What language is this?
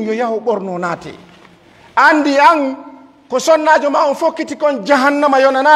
Fula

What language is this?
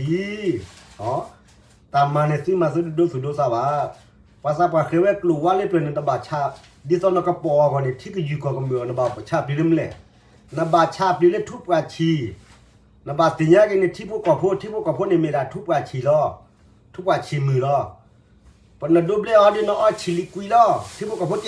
S'gaw Karen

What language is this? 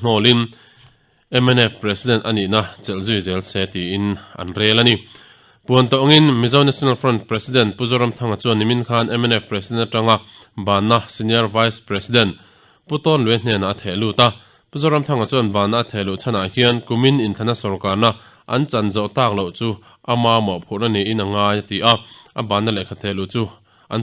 Mizo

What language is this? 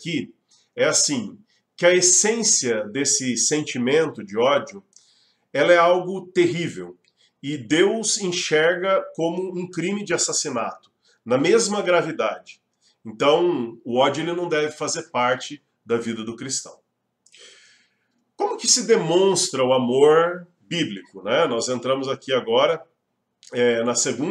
Portuguese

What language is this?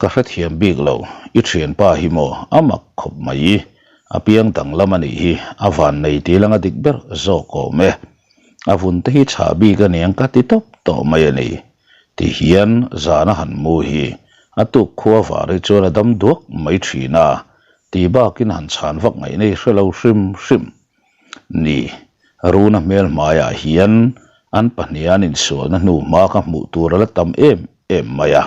Mizo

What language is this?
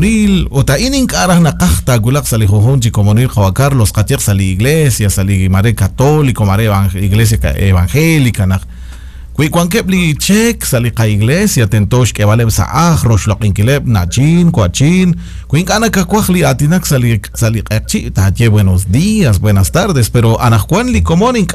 Kekchí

